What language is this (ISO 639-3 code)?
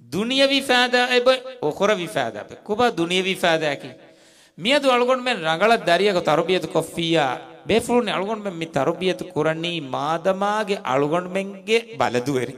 div